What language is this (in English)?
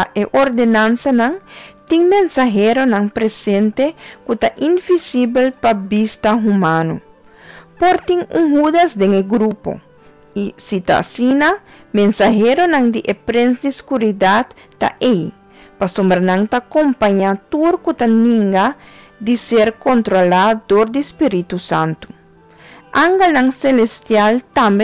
Papiamento